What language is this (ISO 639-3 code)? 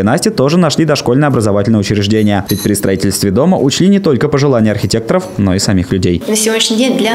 rus